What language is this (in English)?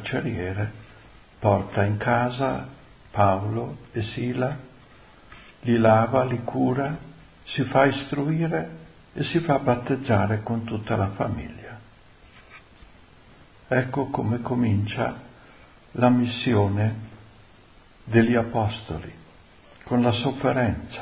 Italian